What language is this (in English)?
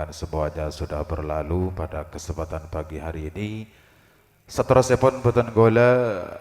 Madurese